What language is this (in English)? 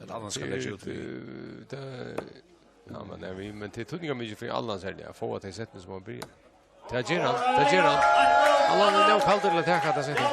Faroese